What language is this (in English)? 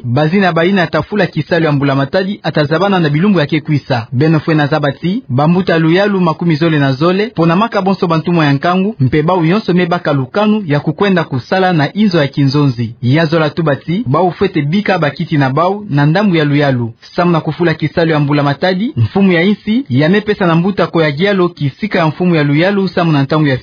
Kituba (Democratic Republic of Congo)